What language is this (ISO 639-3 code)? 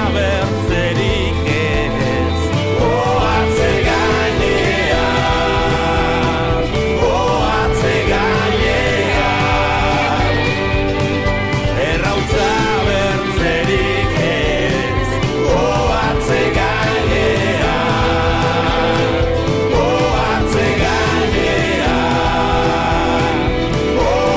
eus